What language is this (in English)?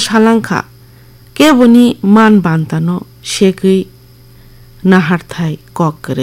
Kok Borok